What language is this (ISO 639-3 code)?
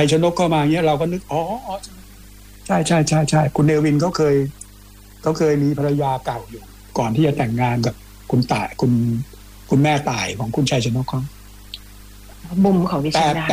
tha